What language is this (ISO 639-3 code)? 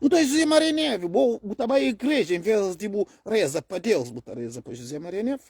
kea